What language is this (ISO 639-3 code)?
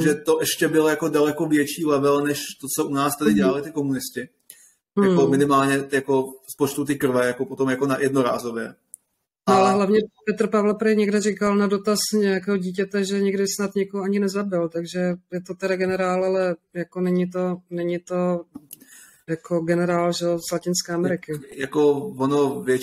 ces